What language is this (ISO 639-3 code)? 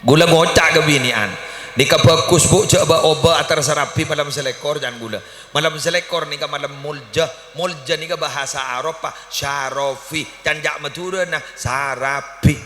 mad